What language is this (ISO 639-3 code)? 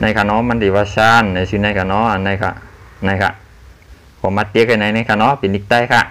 shn